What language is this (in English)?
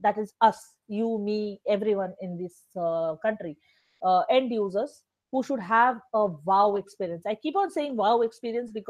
English